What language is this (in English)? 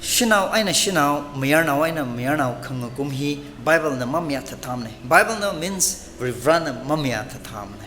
Tangkhul Naga (India)